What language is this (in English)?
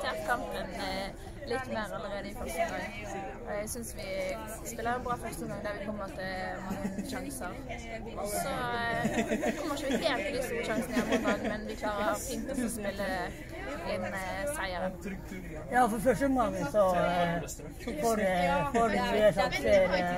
Norwegian